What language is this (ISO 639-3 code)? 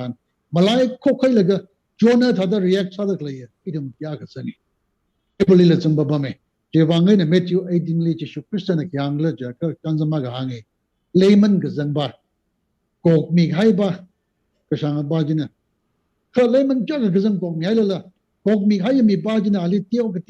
nmf